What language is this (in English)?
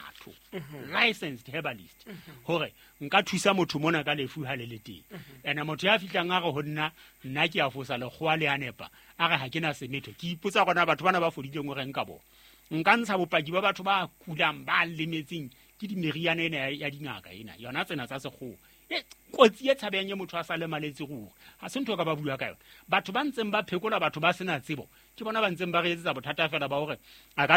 Southern Sotho